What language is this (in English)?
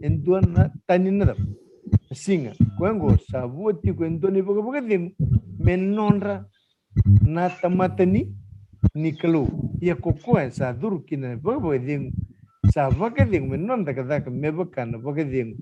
Fijian